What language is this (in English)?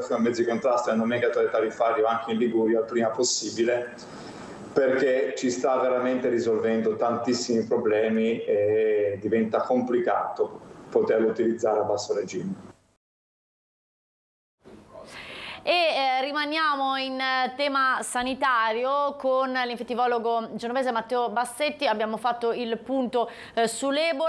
Italian